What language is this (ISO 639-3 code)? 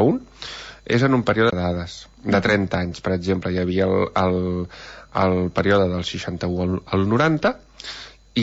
cat